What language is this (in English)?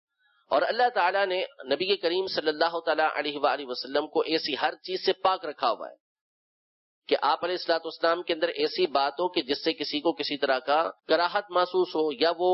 Urdu